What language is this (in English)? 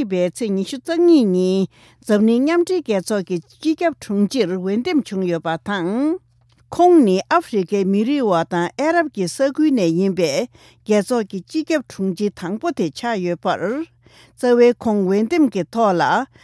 Tibetan